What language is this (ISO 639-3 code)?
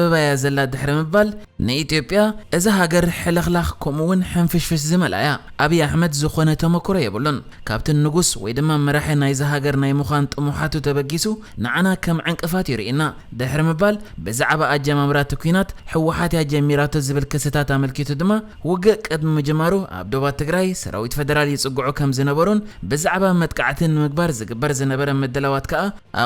tir